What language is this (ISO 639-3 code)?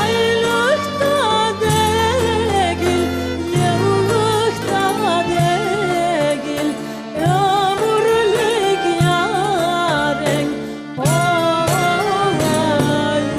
crh